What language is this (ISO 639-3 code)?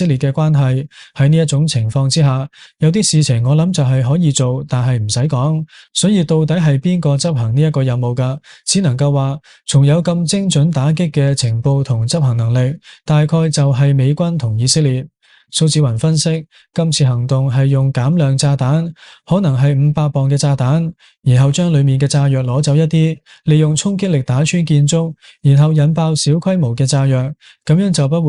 yue